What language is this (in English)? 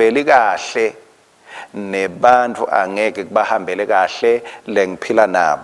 Swati